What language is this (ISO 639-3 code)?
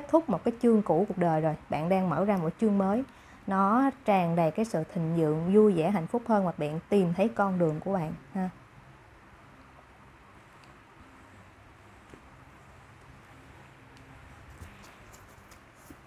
vie